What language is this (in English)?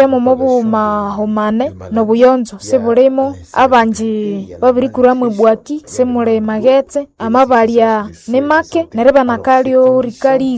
Nande